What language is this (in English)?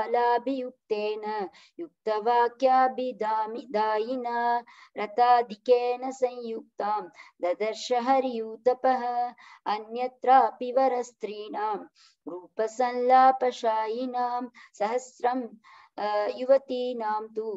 Sanskrit